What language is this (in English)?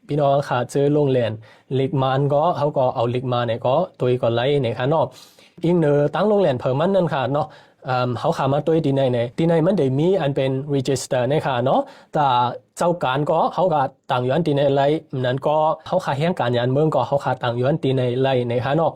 Shan